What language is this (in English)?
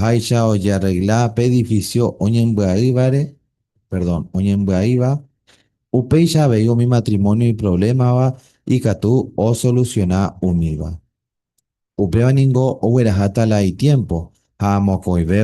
Guarani